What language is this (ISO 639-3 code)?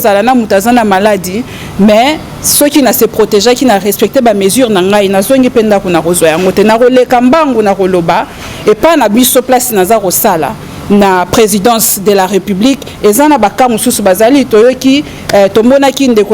lin